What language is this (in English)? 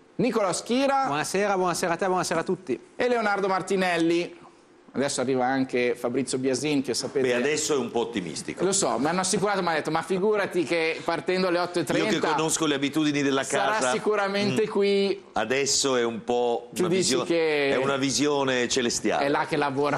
Italian